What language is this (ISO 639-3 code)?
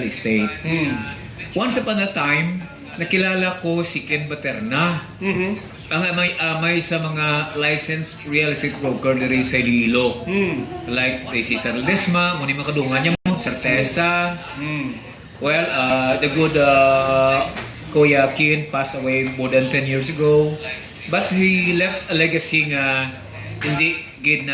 hil